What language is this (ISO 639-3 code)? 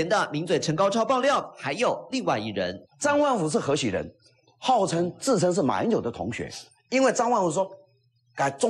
zho